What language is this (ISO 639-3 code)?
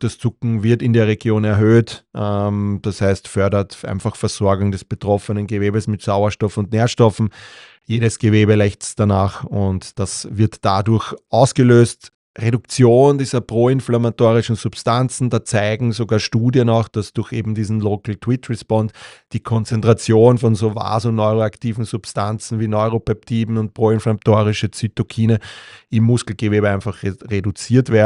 deu